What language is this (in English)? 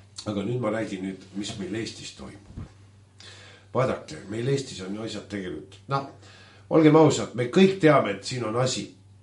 Estonian